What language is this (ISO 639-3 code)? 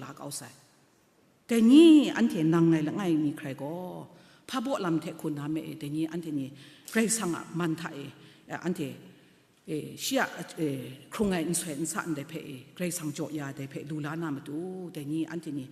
kac